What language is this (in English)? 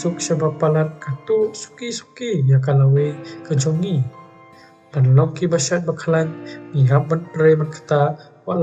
Khasi